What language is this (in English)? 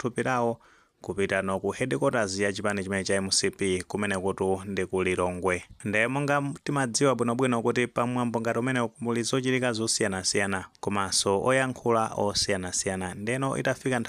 Nyanja